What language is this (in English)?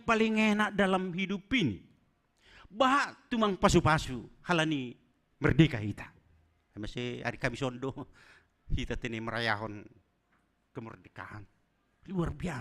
Batak Simalungun